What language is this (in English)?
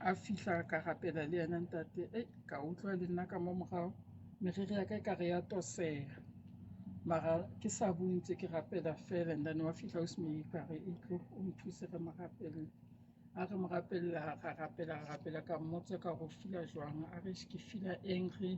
Southern Sotho